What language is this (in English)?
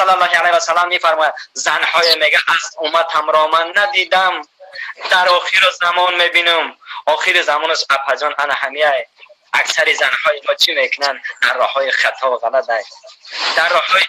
Tajik